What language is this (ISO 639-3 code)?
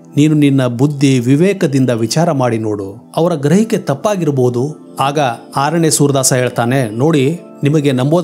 kan